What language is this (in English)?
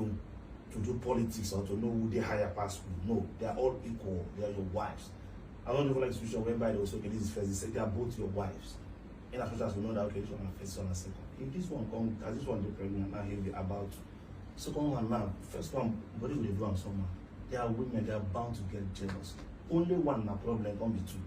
Nigerian Pidgin